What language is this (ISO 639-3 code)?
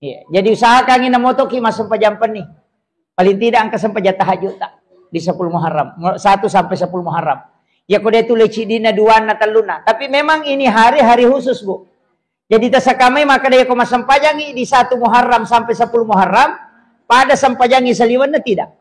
bug